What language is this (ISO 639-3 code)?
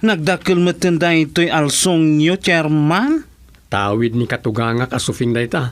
ilo